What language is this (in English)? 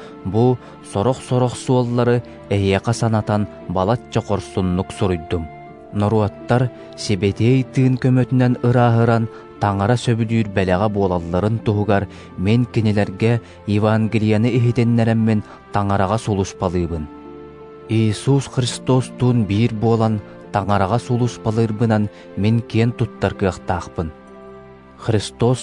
Yakut